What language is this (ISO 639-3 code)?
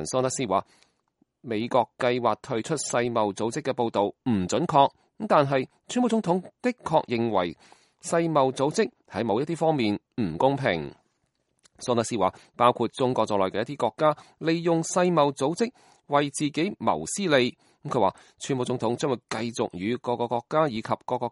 yue